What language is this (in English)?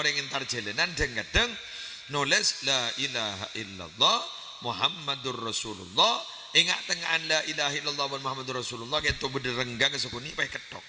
Madurese